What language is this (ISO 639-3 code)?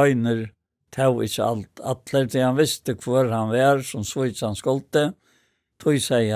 fao